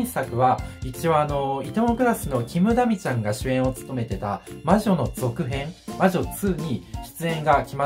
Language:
Japanese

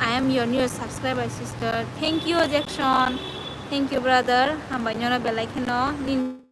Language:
Kok Borok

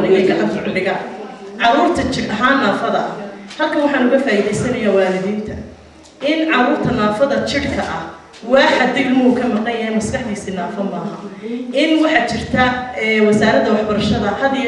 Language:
Somali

